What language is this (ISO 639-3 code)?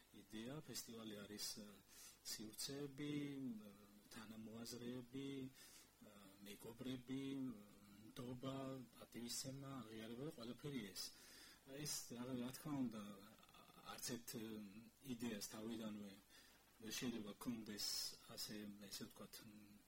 kat